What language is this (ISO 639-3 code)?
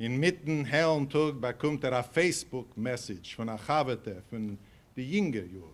yid